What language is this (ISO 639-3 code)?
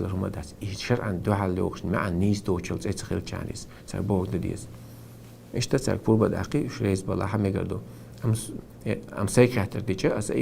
che